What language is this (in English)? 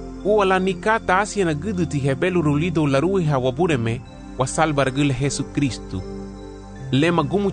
Garifuna